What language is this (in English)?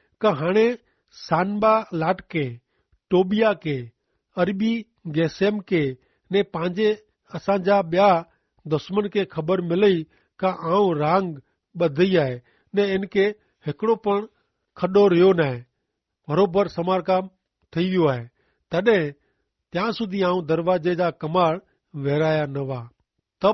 Kachhi